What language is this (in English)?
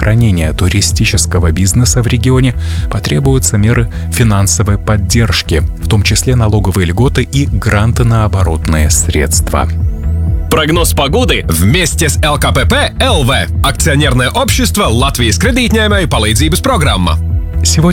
Russian